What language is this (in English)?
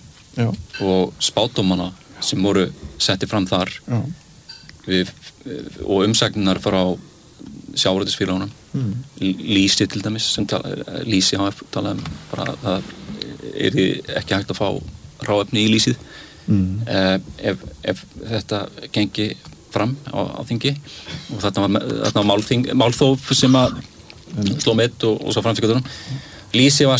Icelandic